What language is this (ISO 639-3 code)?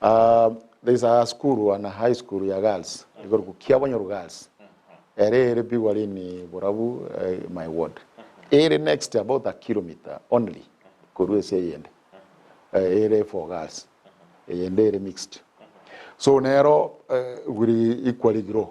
guz